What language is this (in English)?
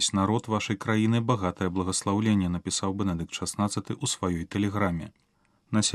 Belarusian